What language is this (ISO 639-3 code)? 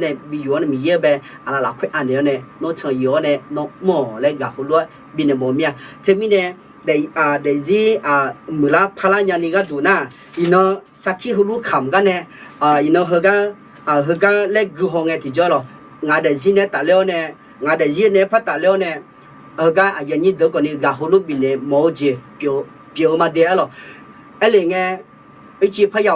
ahk